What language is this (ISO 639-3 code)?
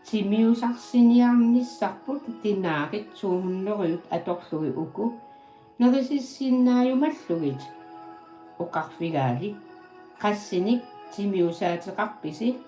kal